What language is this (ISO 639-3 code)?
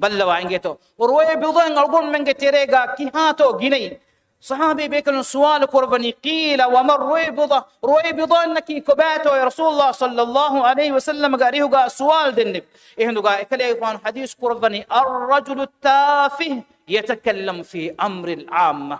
div